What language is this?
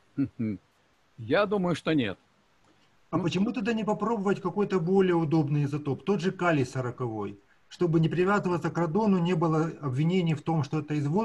Russian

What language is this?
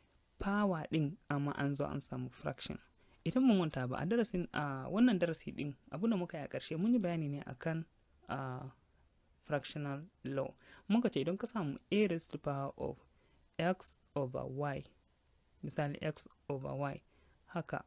Hausa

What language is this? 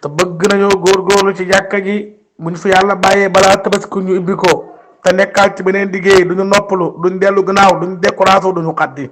Wolof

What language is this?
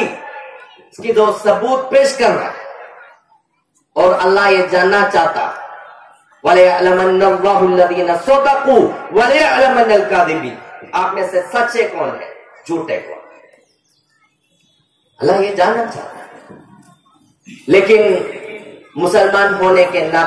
Urdu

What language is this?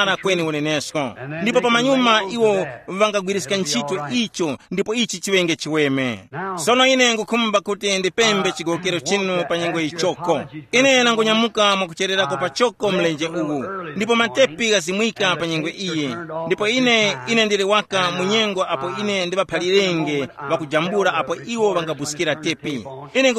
Tumbuka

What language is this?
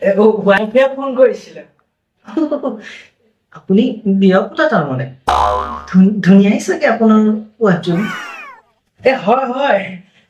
Assamese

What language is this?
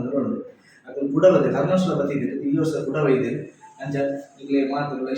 Tulu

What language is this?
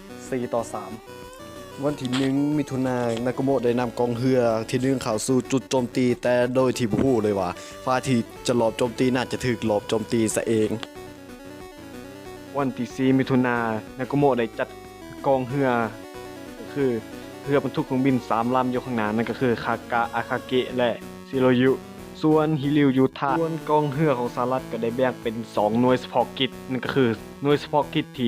Lao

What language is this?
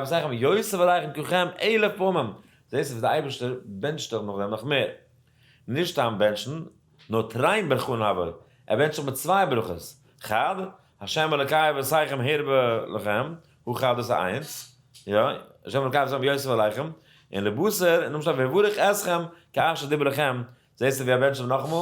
Yiddish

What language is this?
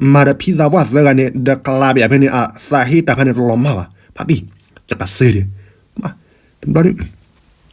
S'gaw Karen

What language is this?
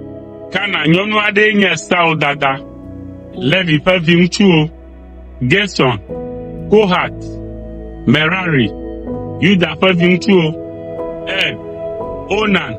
Ewe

